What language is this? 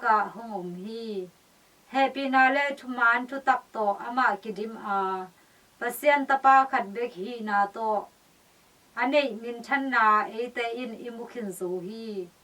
Tedim Chin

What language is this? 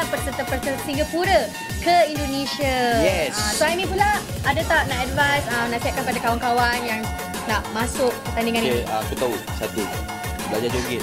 Malay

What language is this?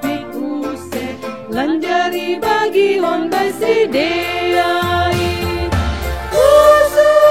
Batak Simalungun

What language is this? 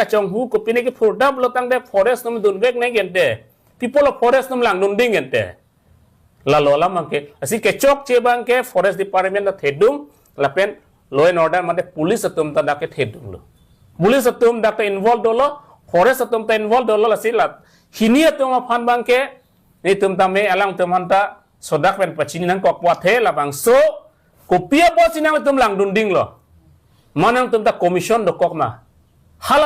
Karbi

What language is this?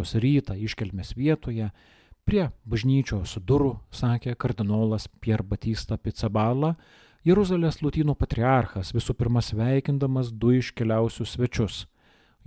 Lithuanian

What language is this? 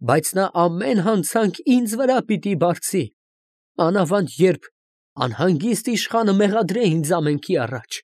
Armenian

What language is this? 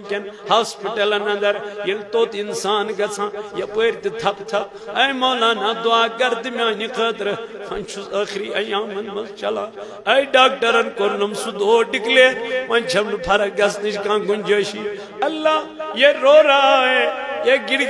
Kashmiri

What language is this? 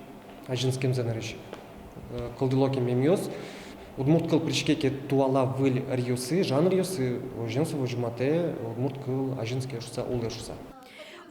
Udmurt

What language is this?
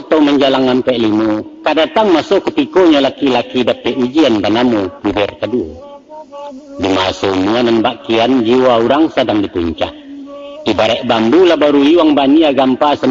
Minangkabau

